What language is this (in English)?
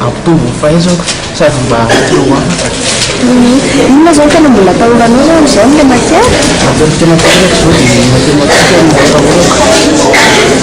Malagasy